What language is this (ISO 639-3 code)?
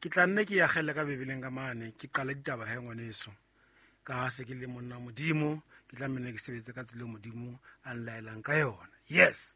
sot